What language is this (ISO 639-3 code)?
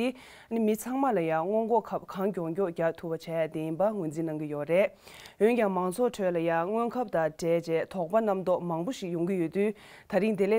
bod